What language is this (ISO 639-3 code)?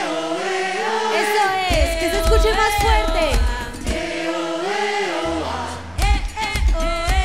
spa